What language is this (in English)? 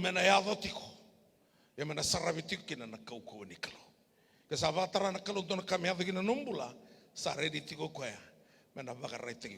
Fijian